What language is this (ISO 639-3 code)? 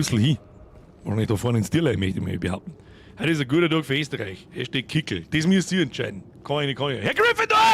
bar